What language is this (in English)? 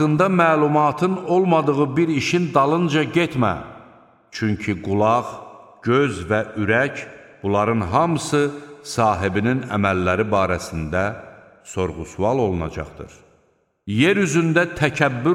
Azerbaijani